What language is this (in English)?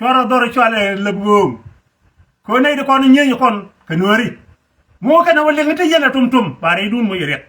Nuer